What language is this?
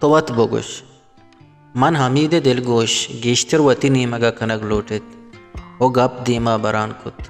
Baluchi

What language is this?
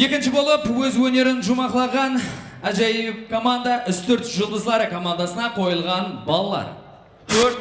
Kara-Kalpak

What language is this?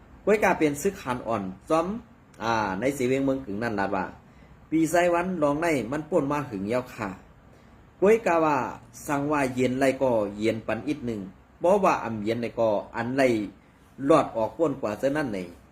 Shan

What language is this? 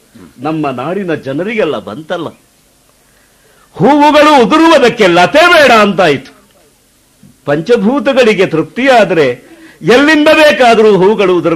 Kannada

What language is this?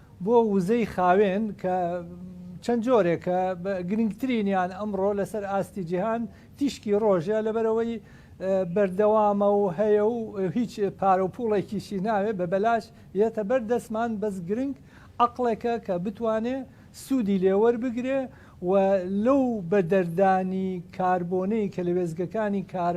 Central Kurdish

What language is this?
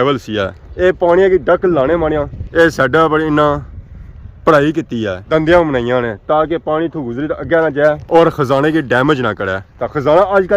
Pahari-Potwari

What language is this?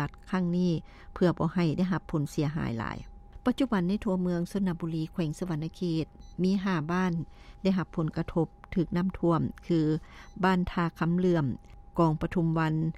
Lao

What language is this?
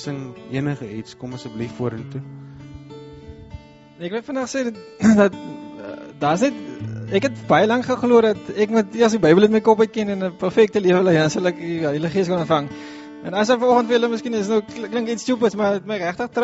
Afrikaans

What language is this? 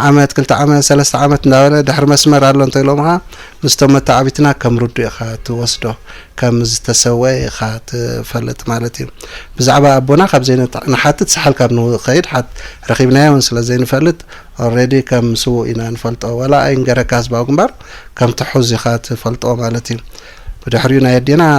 Tigrinya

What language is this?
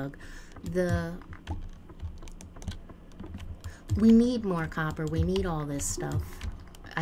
English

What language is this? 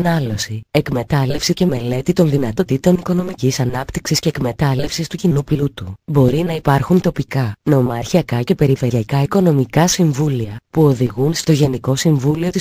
Greek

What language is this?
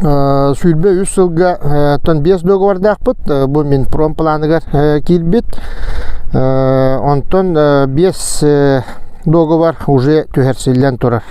Yakut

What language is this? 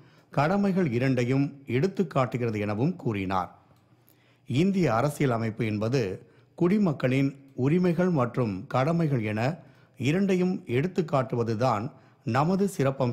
Tamil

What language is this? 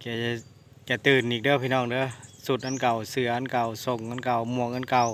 Northeastern Thai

